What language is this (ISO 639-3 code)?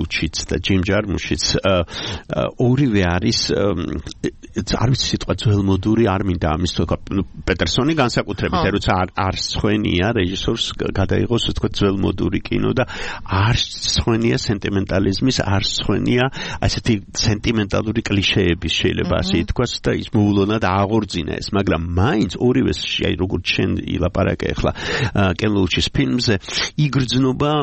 kat